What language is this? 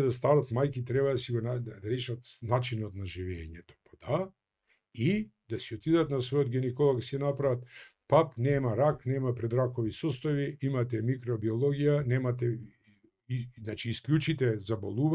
Macedonian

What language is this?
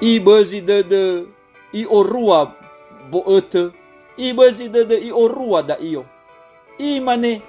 Nias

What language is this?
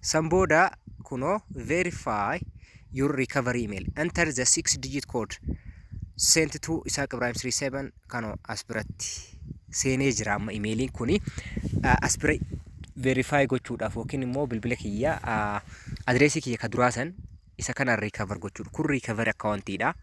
Oromo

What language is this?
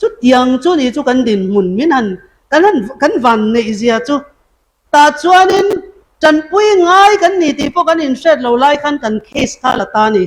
Mizo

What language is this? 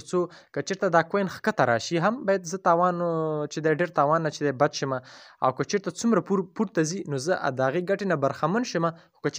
Pashto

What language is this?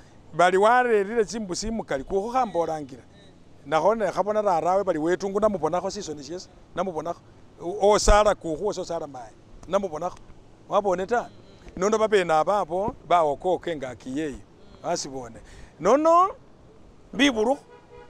Masaaba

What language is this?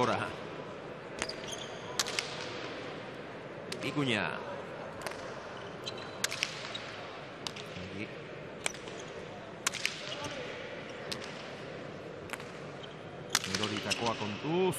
Basque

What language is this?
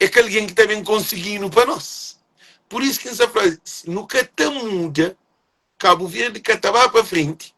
Kabuverdianu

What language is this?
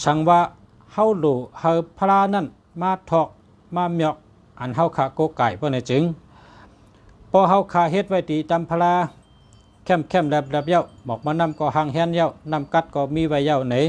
Shan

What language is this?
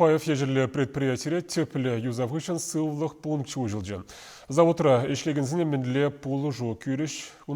Chuvash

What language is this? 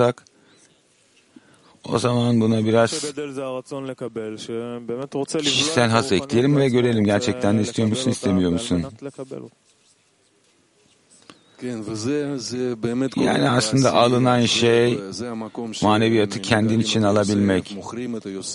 Turkish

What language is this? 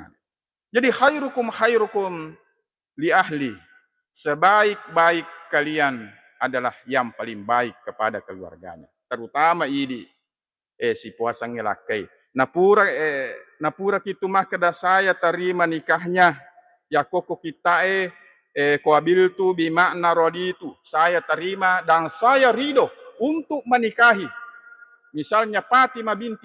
Buginese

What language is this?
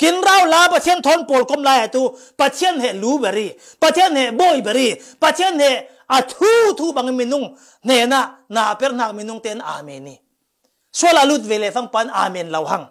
Falam Chin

